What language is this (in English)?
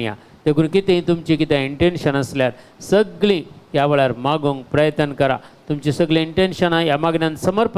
Konkani